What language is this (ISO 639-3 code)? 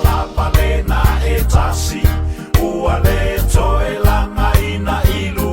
smo